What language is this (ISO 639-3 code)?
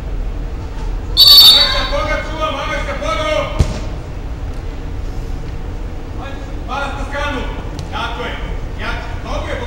hrv